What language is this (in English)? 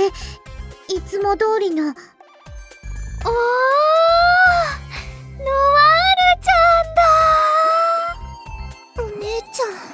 Japanese